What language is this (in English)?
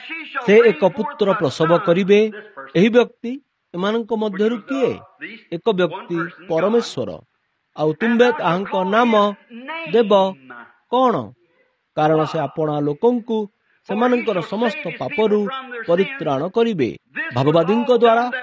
Odia